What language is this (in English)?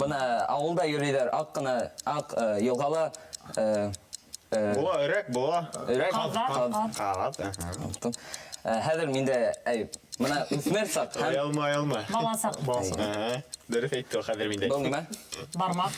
Bashkir